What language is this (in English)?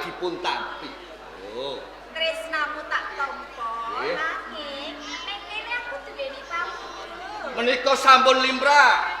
Javanese